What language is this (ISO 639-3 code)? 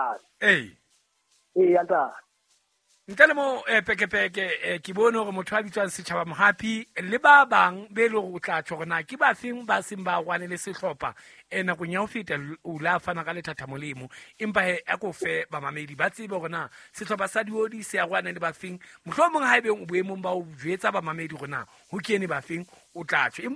sot